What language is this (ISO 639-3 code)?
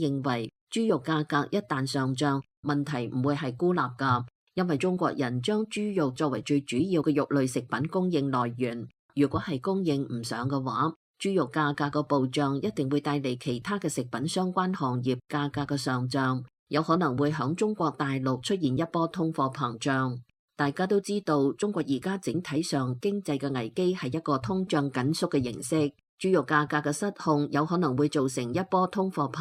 yue